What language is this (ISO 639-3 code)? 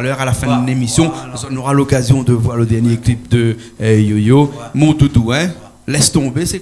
rcf